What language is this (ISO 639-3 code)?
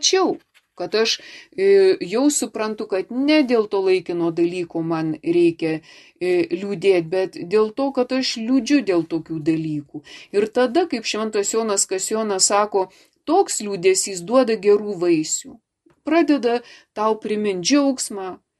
lit